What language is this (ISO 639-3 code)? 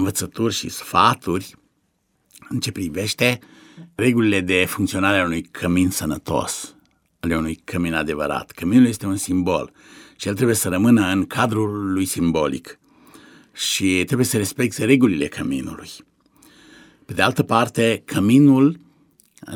ron